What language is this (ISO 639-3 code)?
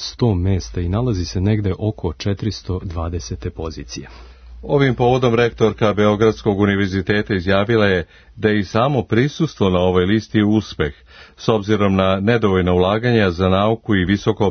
srp